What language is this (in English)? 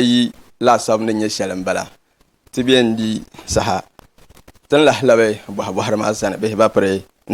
Dagbani